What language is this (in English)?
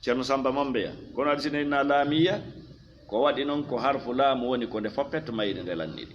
Fula